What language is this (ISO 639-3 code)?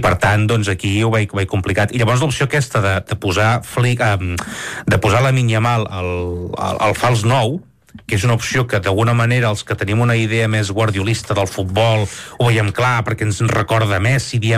cat